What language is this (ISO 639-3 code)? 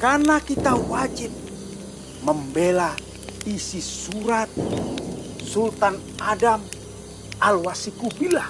bjn